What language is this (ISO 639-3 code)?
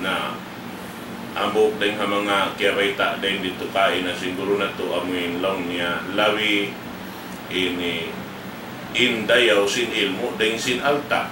tsg